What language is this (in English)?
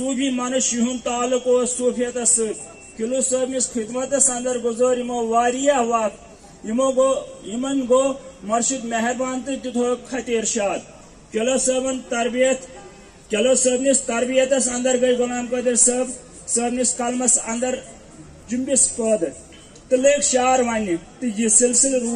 Kashmiri